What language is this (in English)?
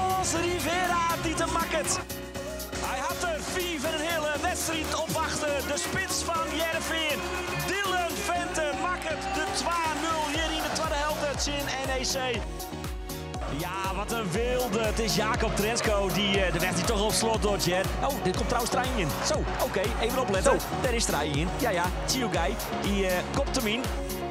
Western Frisian